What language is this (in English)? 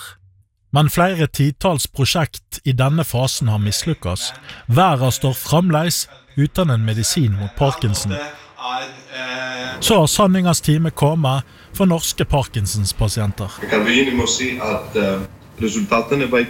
Norwegian